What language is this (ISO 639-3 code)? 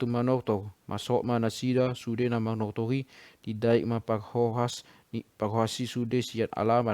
bbc